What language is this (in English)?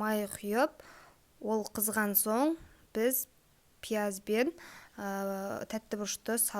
Kazakh